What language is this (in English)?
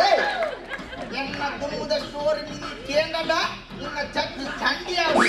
Tulu